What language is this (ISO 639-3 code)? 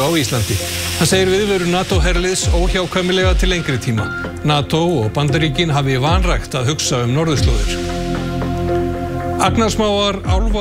isl